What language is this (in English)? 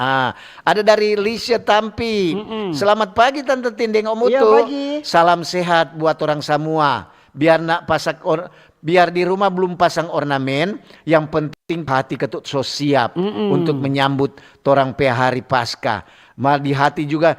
Manado Malay